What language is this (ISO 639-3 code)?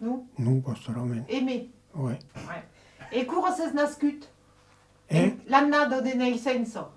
oci